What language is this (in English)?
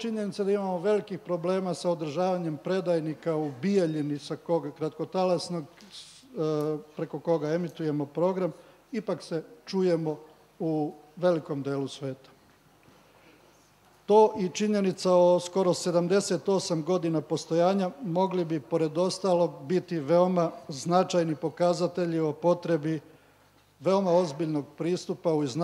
Serbian